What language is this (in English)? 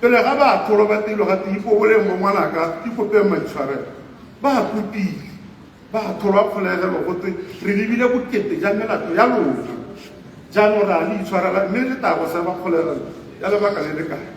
Tswana